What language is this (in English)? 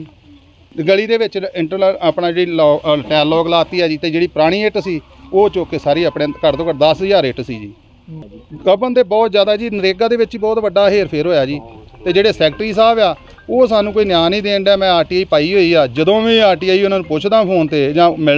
Punjabi